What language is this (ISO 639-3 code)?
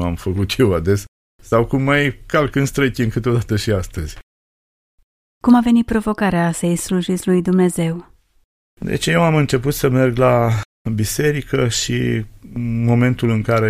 ron